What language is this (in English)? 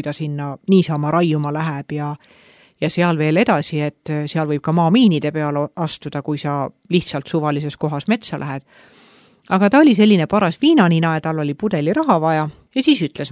Estonian